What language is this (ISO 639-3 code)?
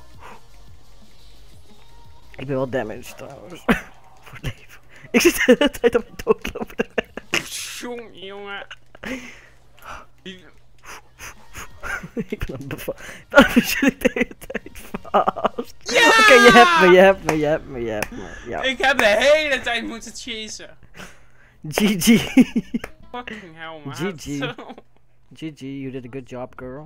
nld